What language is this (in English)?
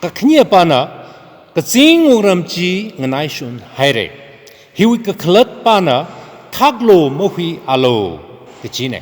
Tangkhul Naga (India)